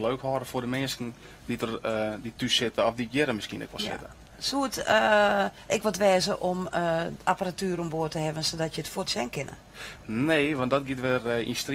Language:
Western Frisian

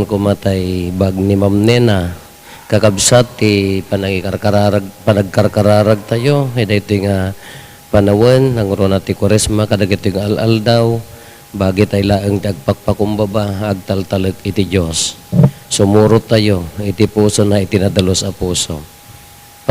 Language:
Iloko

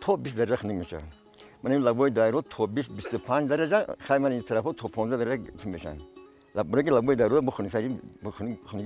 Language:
Tajik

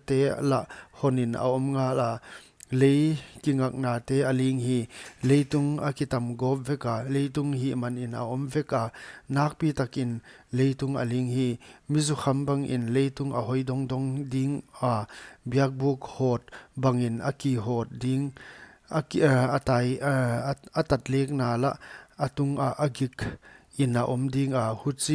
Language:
Paite Chin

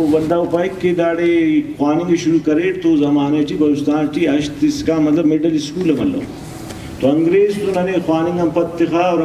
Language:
Brahui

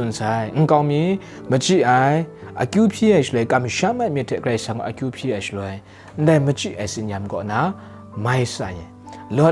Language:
Kachin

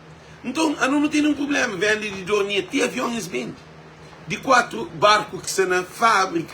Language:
Kabuverdianu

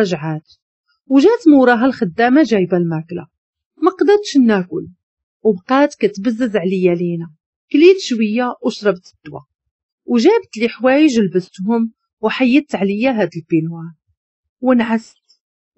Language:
Moroccan Arabic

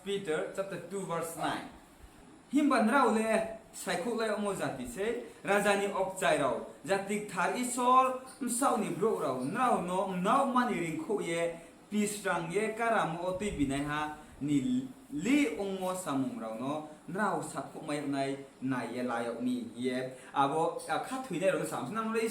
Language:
Riang (India)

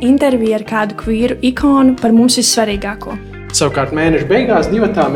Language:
Latvian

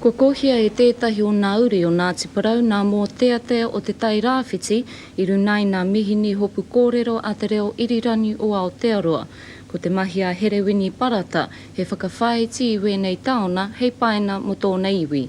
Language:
Māori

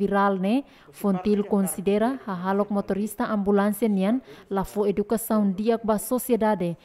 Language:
Tetum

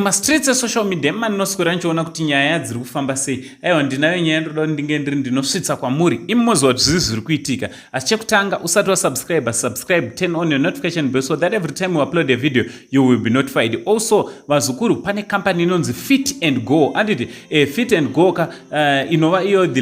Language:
Shona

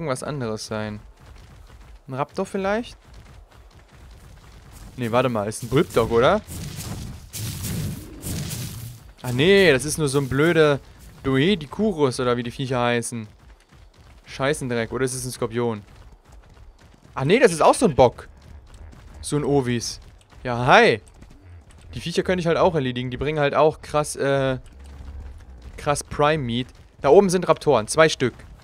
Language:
German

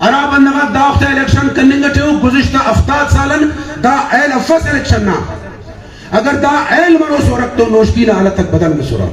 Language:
Brahui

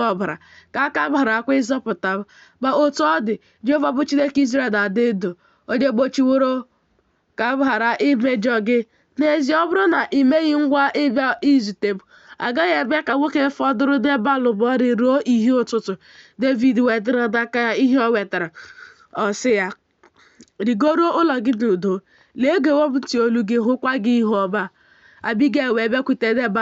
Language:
Igbo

